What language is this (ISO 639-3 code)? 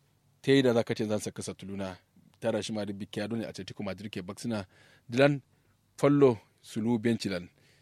kau